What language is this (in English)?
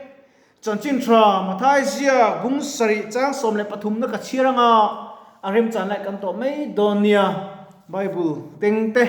Mizo